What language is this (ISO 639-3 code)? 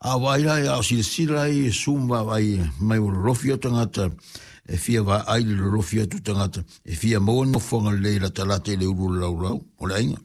smo